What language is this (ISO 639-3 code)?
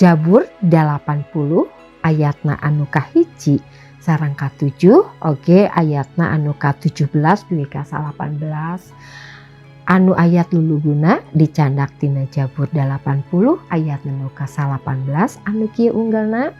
sun